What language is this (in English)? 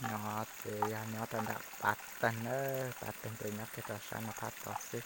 Hmong